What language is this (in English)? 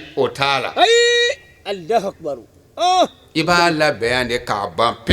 Bambara